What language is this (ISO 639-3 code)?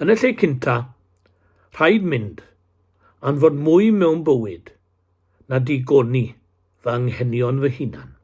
cym